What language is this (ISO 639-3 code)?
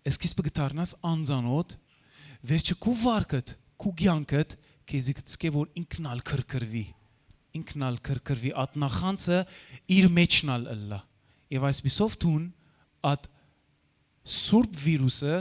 hyw